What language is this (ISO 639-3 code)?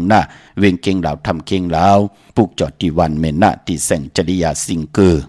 shn